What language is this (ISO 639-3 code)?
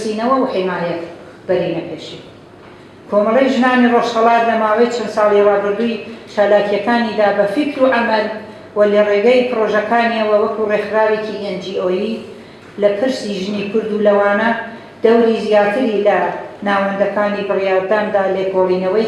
ckb